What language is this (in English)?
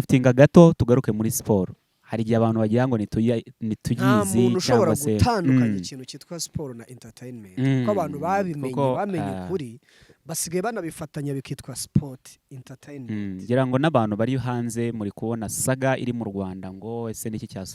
Kinyarwanda